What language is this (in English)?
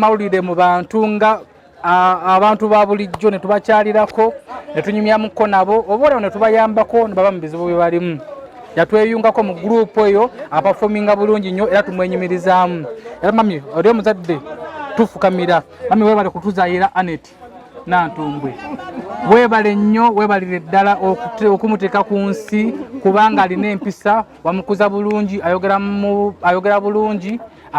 Ganda